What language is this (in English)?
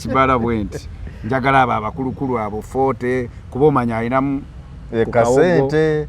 Ganda